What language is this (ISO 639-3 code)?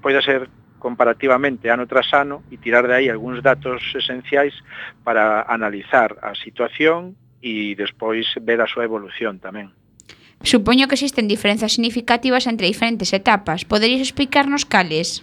glg